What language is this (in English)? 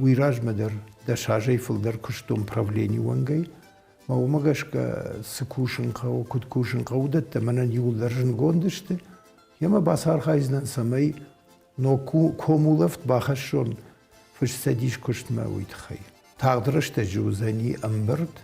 Ossetic